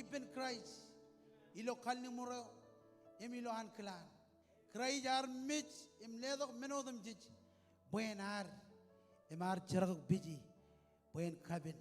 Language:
Marshallese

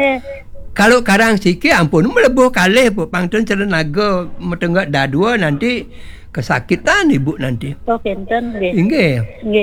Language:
Balinese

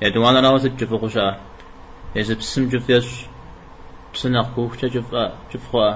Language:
Kabardian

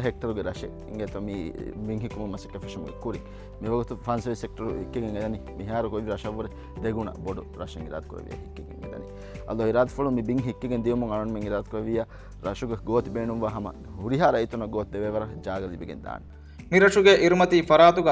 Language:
Divehi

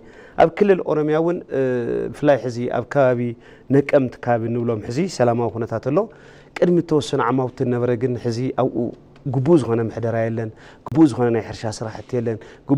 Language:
Tigrinya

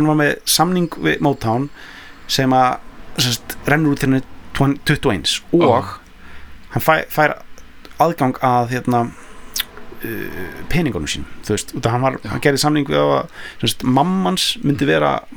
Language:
Icelandic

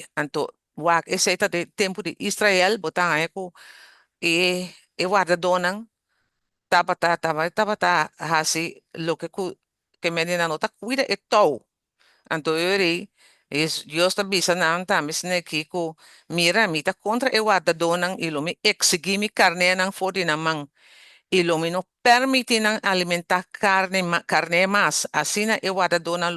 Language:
Papiamento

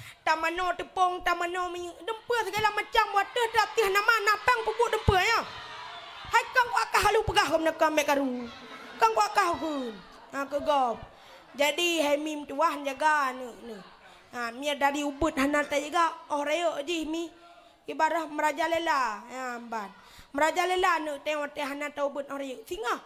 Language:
Achinese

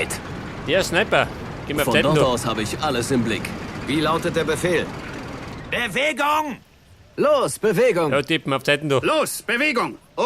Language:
Bavarian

